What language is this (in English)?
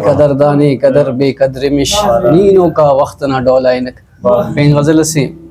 Brahui